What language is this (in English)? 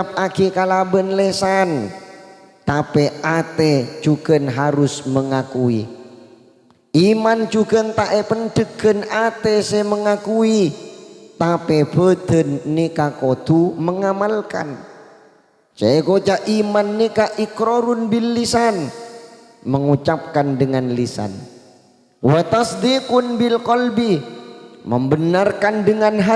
Madurese